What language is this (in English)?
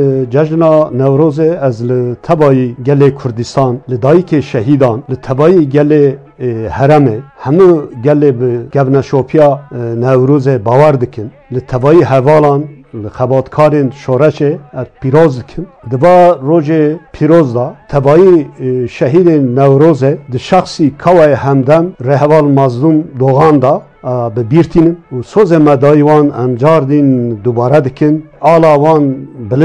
Kurdish